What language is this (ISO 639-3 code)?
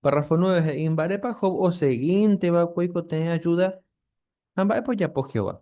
grn